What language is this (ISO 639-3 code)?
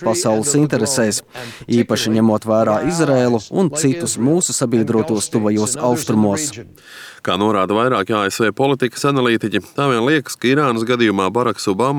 lav